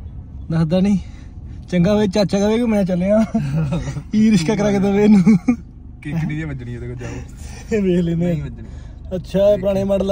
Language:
Punjabi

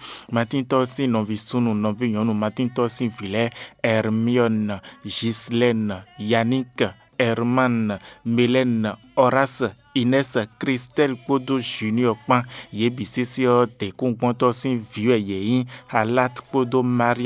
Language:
Fon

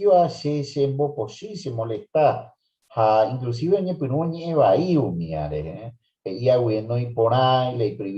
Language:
Guarani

